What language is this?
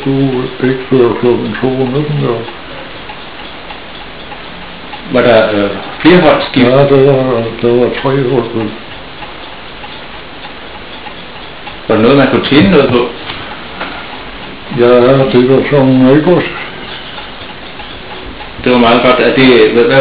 Danish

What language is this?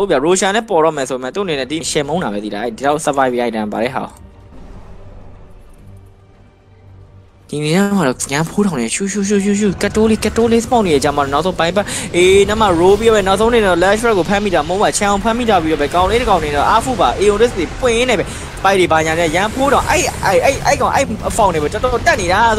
Burmese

